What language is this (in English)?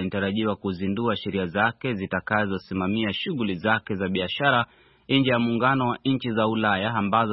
Swahili